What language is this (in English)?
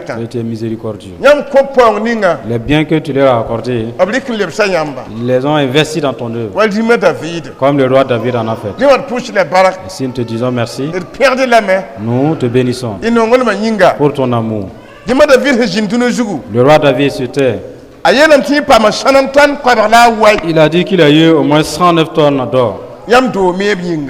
Mossi